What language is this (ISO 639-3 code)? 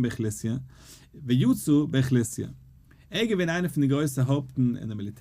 yid